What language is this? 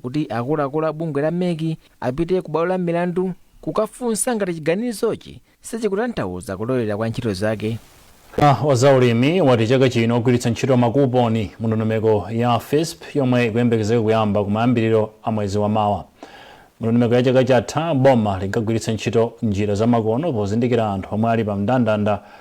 Nyanja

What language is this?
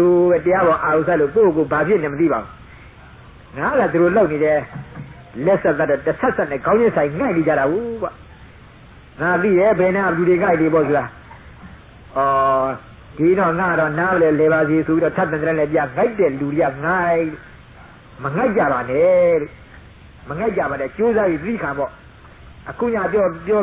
Burmese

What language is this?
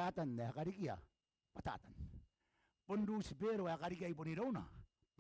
Gilbertese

